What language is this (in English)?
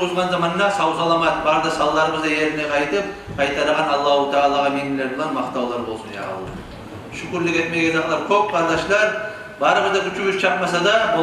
Kumyk